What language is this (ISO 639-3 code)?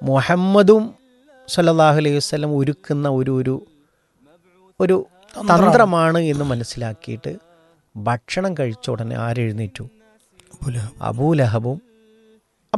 mal